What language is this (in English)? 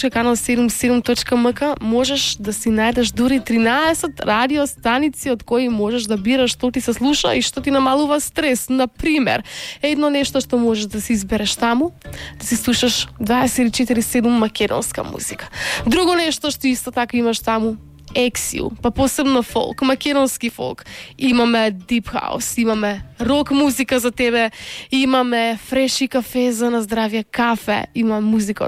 Macedonian